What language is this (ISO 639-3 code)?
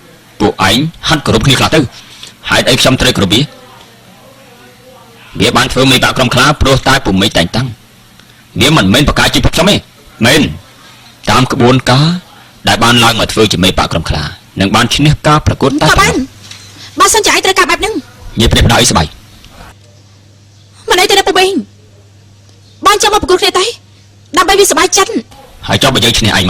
khm